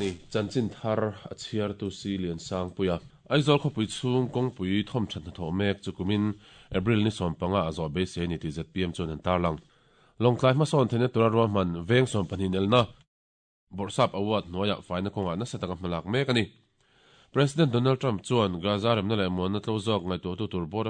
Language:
Mizo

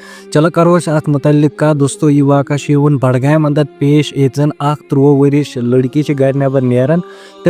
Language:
Kashmiri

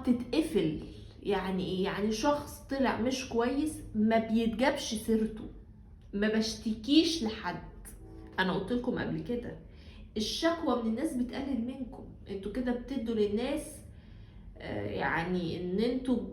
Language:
Egyptian Arabic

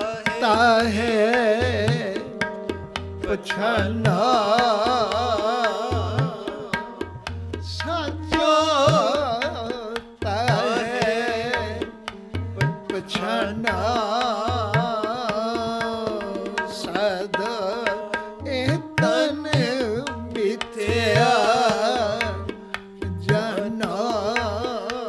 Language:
Punjabi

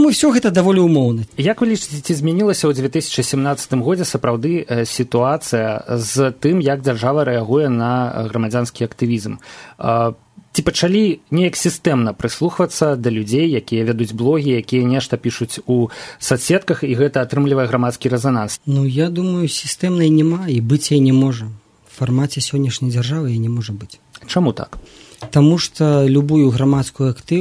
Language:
Belarusian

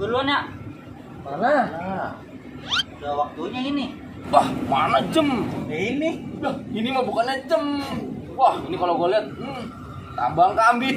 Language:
Betawi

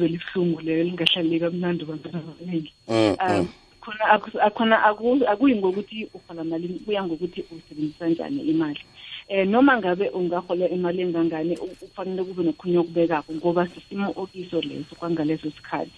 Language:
South Ndebele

